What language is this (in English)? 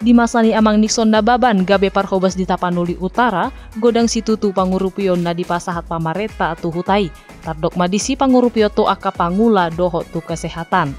Batak Toba